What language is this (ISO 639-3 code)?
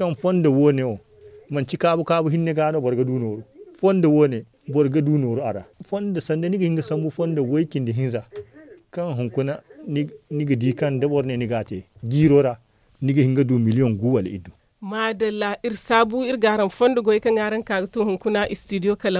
dje